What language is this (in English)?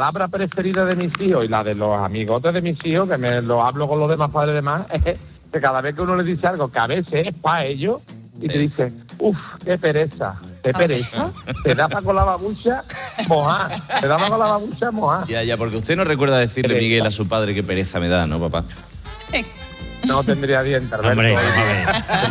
Spanish